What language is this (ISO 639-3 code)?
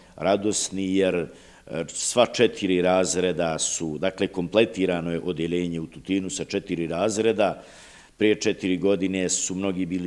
bos